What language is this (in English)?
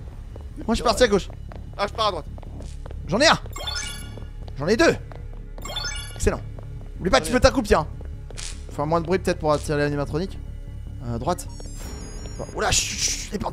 French